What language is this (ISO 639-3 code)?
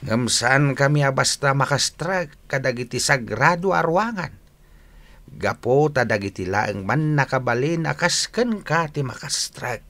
ilo